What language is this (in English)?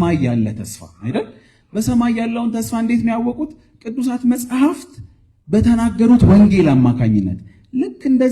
Amharic